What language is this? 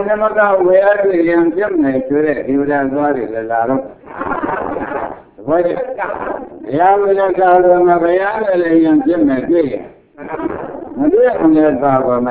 Burmese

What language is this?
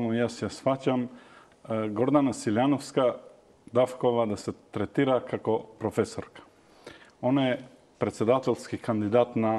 Macedonian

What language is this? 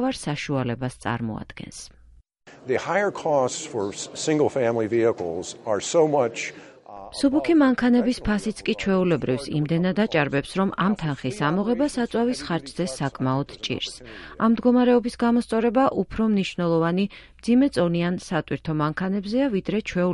Georgian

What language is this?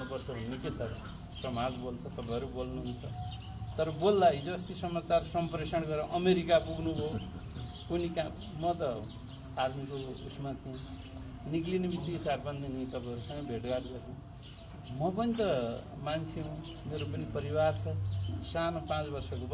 Nepali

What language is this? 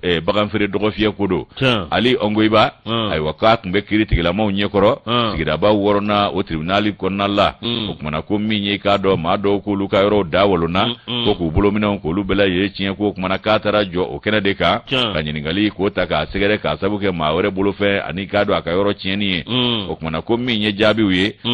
Bambara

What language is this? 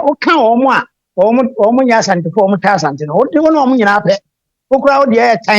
Akan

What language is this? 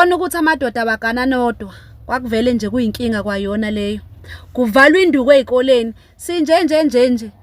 Zulu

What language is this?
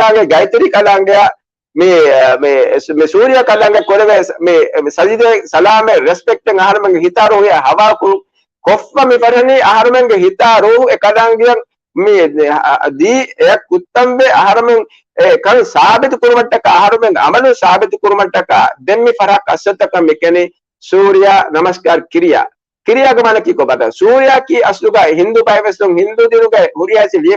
Divehi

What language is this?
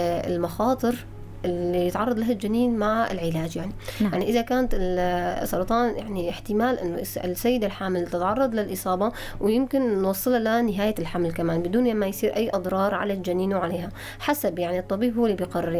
North Levantine Arabic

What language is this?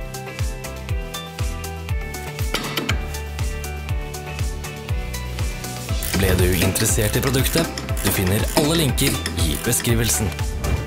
Norwegian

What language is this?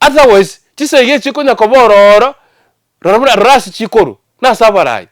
Gusii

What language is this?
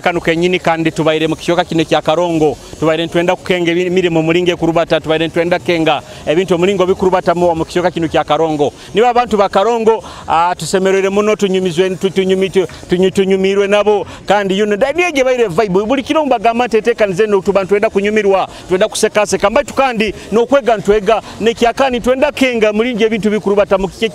Nyoro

